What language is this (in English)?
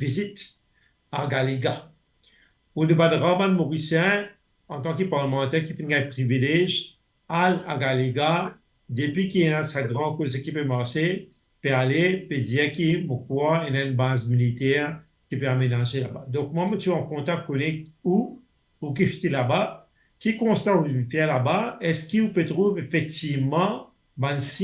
Morisyen